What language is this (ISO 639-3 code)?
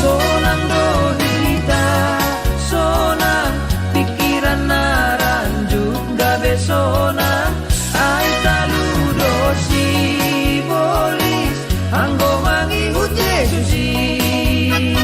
bts